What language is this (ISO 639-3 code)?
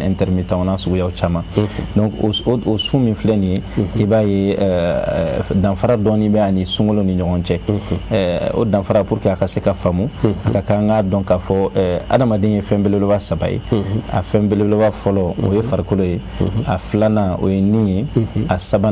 bam